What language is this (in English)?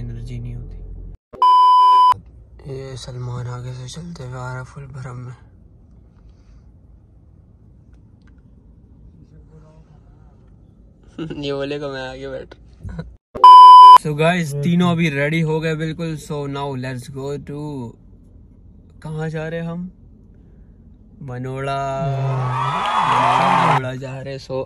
Hindi